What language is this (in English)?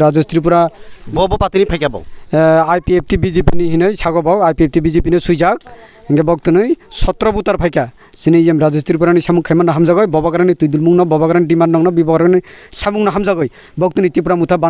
Kok Borok